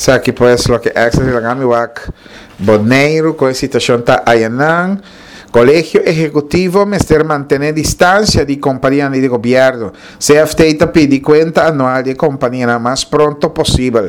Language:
Papiamento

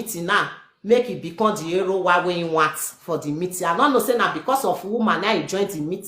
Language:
Nigerian Pidgin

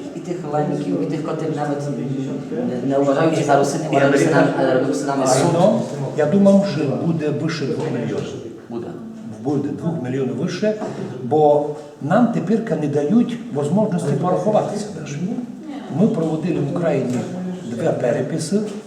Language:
Rusyn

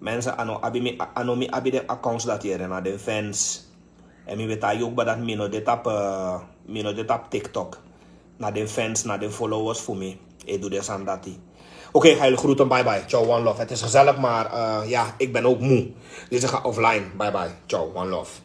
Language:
Sranan Tongo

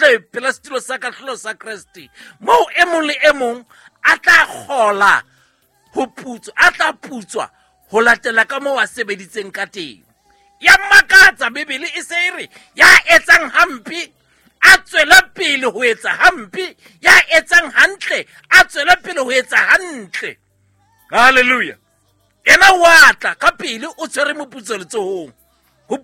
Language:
Southern Sotho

